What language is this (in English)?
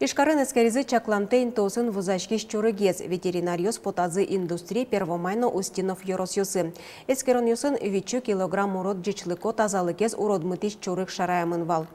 Udmurt